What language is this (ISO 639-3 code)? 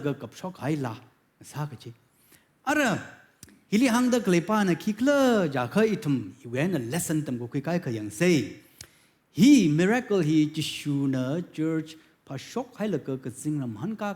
nmf